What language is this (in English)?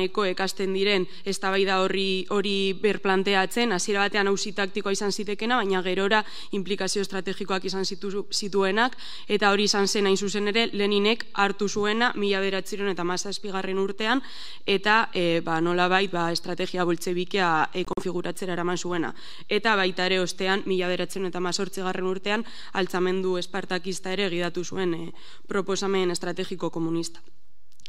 Basque